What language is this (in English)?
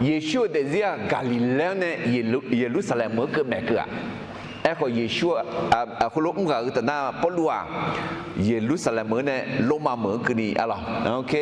Akha